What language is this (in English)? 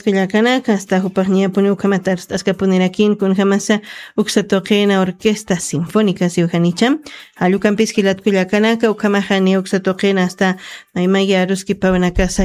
Aymara